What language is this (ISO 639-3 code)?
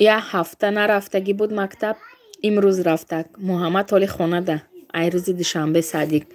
tgk